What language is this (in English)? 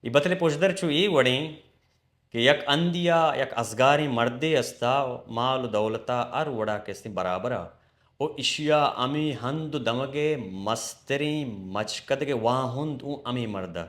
Baluchi